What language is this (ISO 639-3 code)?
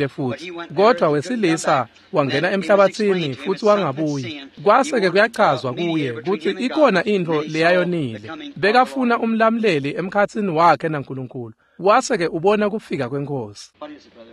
ssw